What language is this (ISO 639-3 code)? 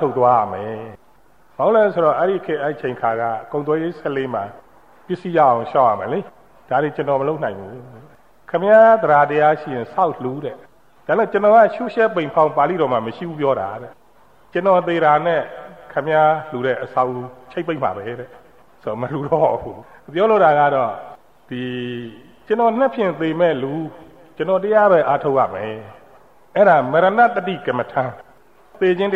mya